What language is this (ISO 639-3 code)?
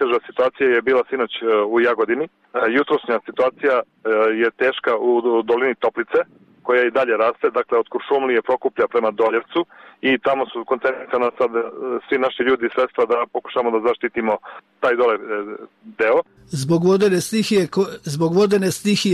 srp